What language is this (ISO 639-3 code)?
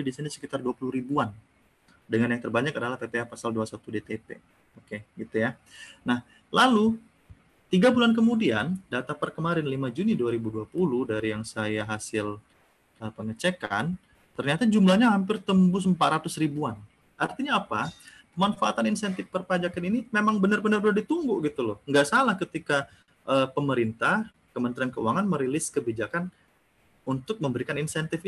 ind